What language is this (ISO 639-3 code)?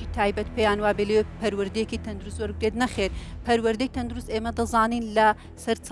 ckb